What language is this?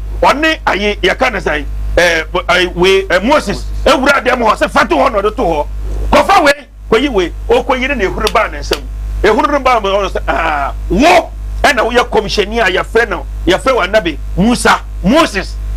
Akan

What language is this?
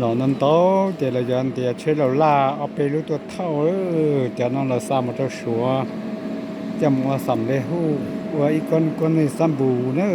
Hmong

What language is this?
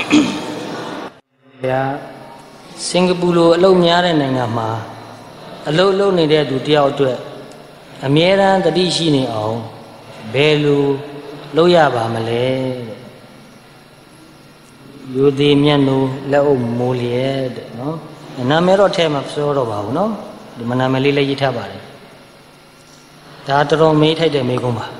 Burmese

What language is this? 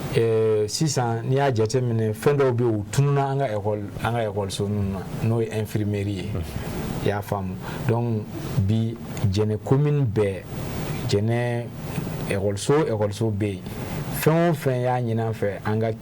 Bambara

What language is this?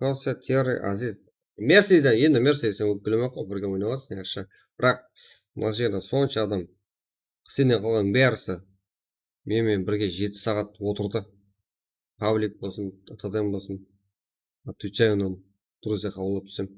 Kara-Kalpak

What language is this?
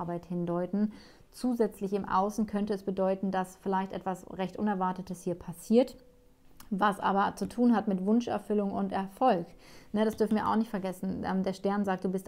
German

